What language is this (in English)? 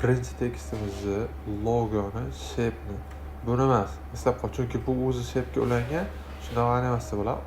Uzbek